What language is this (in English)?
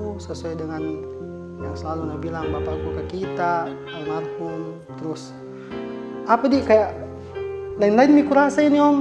Makassar Malay